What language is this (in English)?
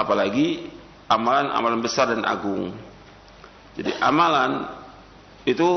Indonesian